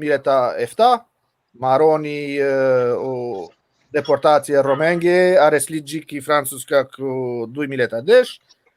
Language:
Balkan Romani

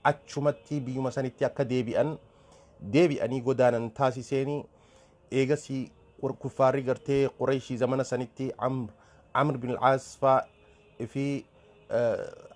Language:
Oromo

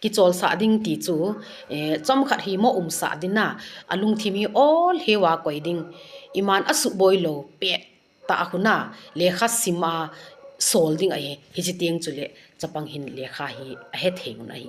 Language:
Thado Chin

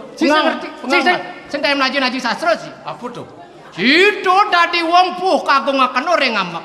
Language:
Balinese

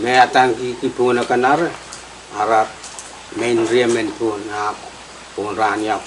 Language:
Pohnpeian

